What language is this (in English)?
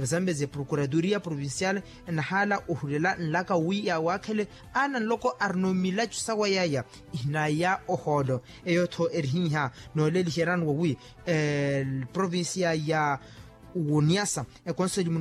Makhuwa